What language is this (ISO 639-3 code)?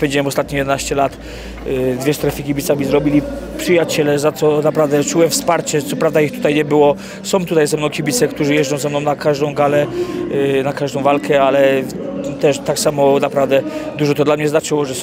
pol